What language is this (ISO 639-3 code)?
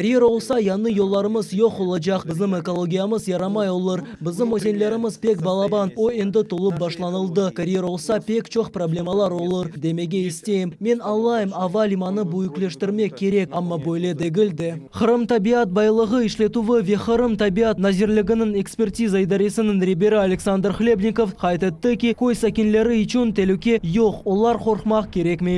crh